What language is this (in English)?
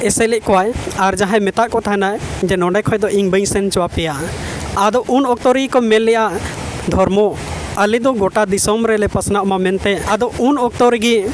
Santali